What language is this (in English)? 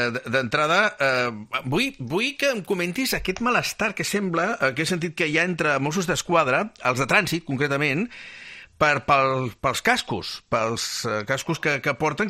Catalan